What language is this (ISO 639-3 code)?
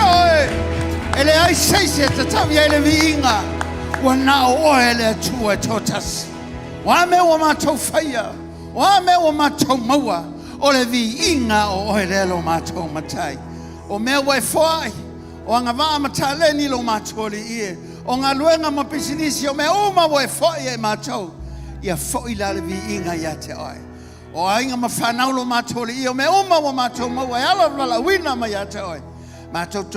smo